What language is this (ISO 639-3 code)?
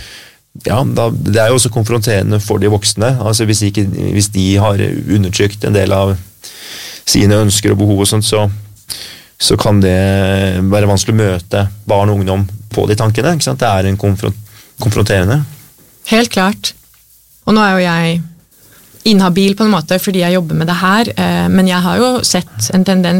nor